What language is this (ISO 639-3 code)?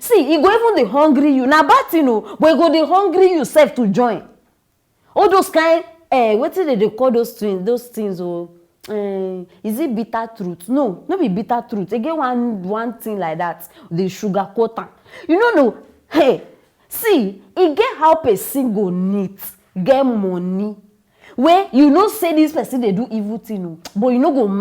pcm